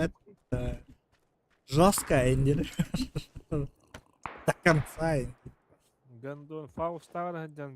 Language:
Yakut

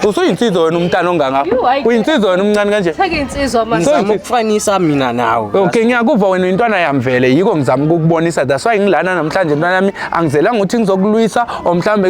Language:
Zulu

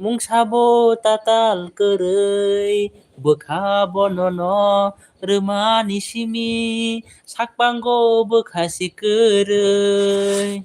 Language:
Kok Borok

